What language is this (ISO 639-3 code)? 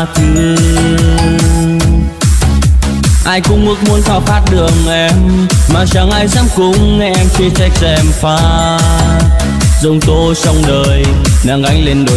vie